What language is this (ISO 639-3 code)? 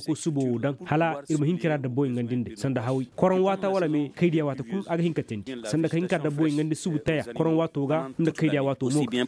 dje